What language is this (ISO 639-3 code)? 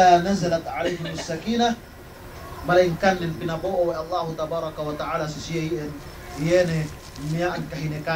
yka